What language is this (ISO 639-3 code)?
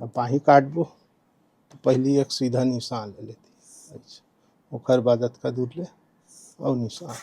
hne